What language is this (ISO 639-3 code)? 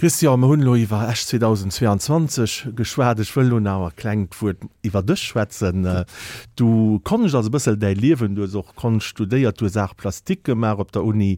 ltz